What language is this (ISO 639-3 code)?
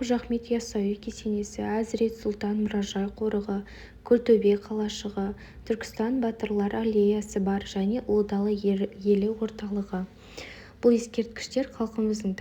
kaz